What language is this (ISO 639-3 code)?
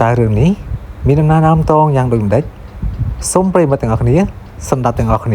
khm